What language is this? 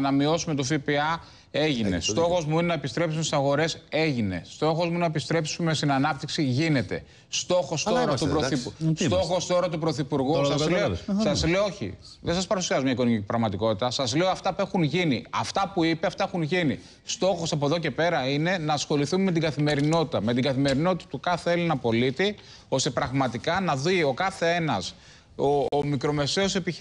Greek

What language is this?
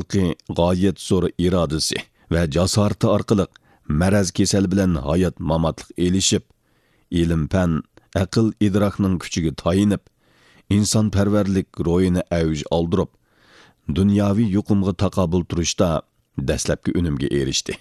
Uyghur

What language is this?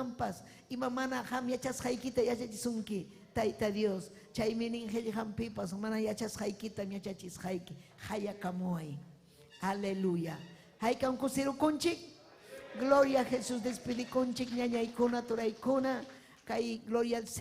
Ayacucho Quechua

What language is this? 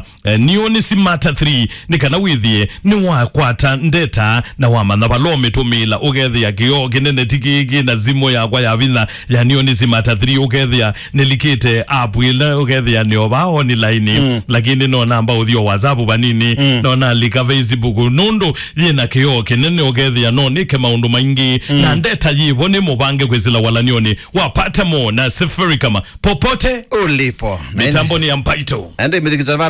Kamba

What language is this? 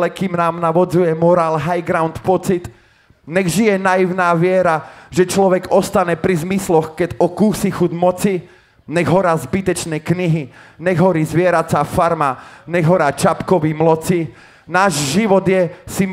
Slovak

